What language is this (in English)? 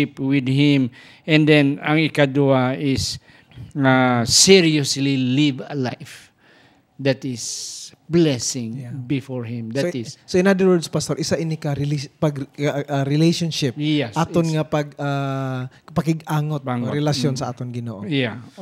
Hiligaynon